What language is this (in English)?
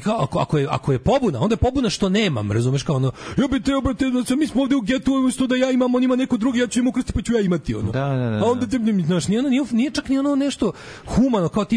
Serbian